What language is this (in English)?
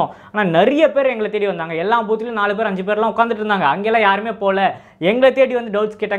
Tamil